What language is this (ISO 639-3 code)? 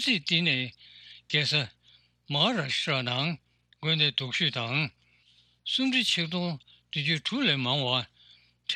bod